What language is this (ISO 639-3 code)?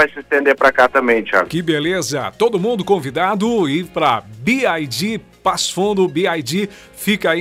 por